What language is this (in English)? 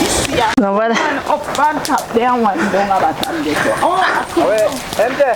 Jamaican Creole English